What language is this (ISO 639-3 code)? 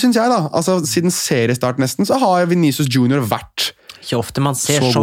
nor